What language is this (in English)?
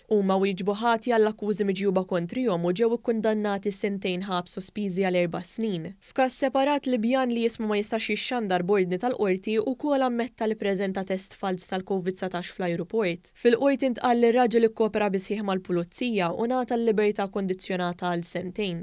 Maltese